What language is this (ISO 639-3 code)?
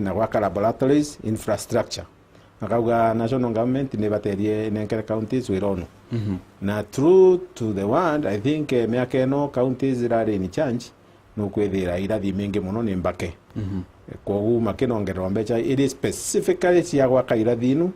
mer